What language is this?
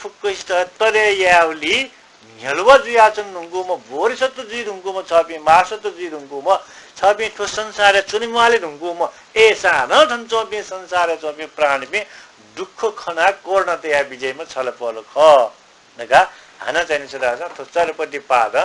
Newari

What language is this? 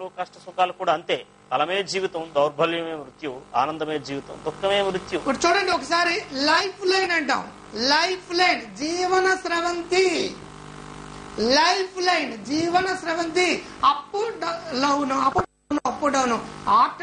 Telugu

